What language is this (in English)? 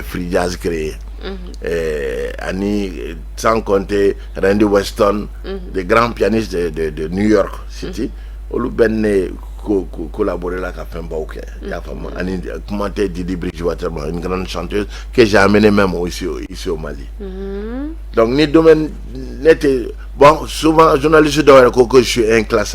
Bambara